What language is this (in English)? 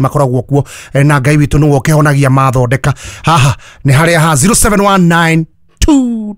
Kikuyu